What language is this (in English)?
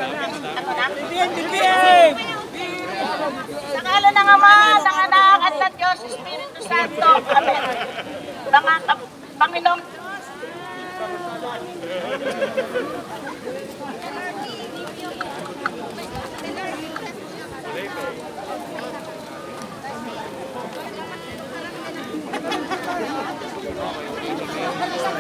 Filipino